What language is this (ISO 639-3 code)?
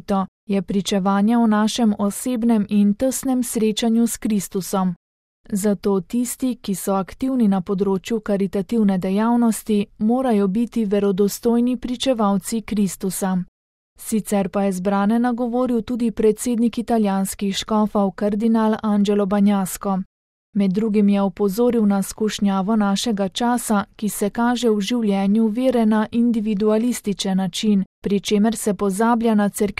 slv